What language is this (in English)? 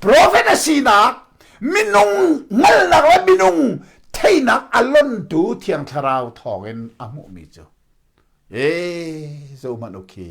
Hakha Chin